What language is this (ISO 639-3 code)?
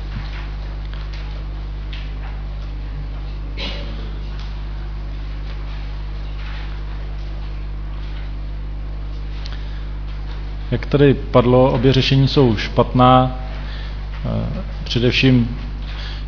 ces